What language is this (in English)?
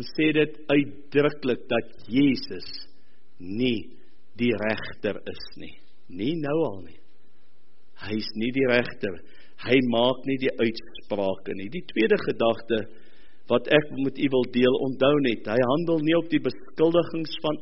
Afrikaans